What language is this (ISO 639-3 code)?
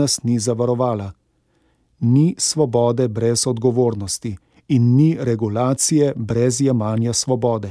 slv